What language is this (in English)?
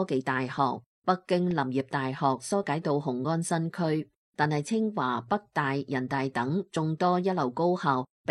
Cantonese